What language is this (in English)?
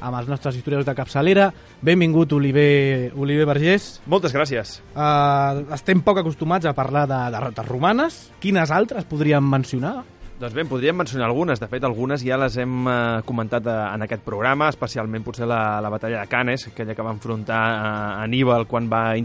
Catalan